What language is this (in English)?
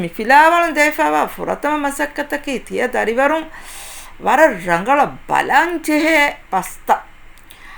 Divehi